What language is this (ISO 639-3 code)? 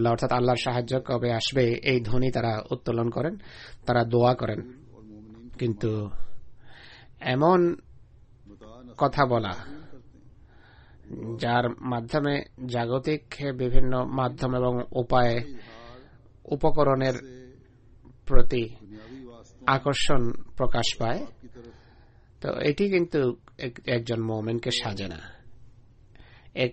ben